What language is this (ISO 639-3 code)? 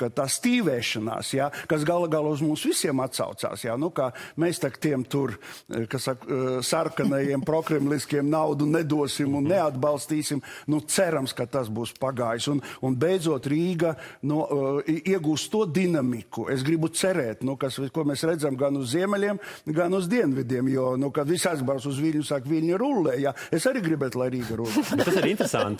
lav